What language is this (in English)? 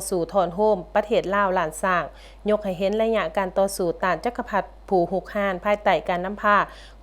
Lao